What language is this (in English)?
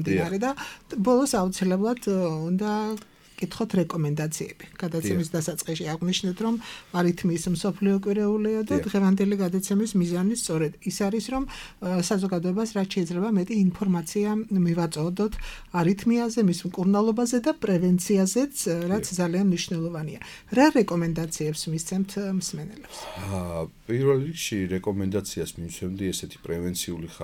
Georgian